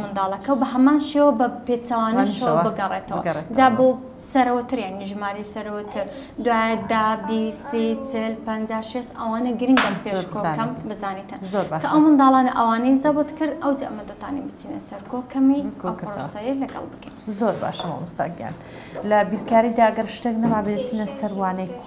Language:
Central Kurdish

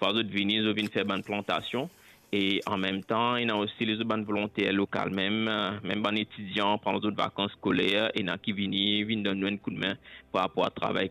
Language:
Morisyen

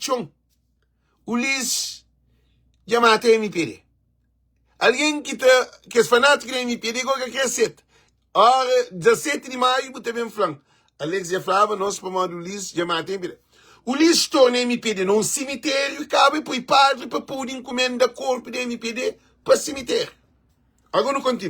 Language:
Kabuverdianu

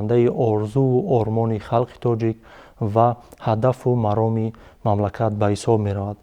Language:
Tajik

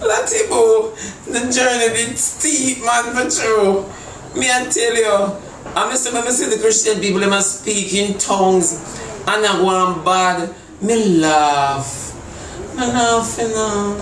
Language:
Jamaican Creole English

